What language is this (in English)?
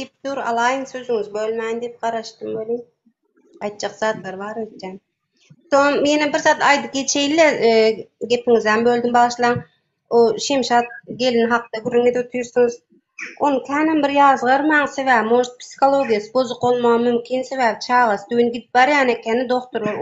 Turkmen